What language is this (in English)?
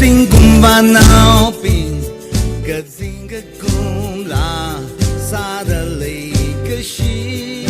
Tangkhul Naga (India)